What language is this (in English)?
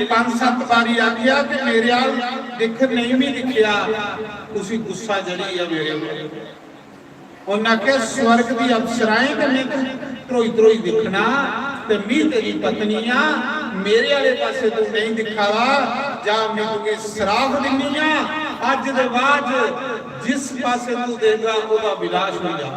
Dogri